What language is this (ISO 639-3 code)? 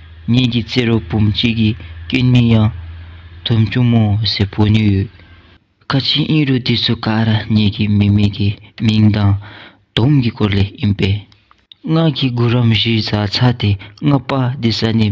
dzo